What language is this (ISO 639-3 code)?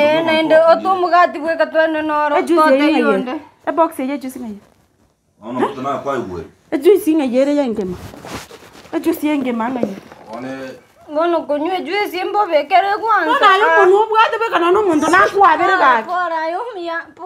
guz